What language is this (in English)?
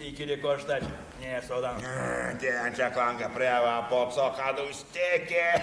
Erzya